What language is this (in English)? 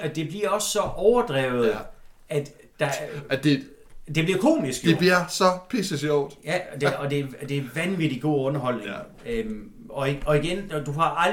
Danish